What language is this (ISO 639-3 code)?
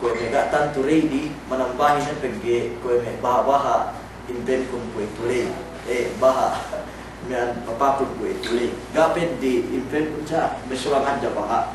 yka